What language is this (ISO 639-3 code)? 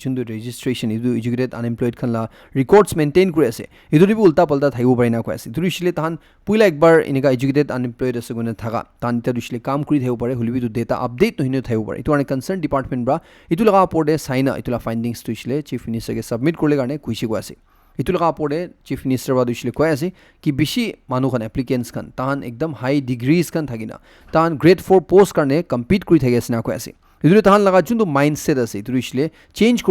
nag